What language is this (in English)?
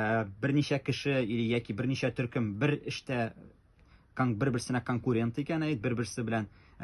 Tatar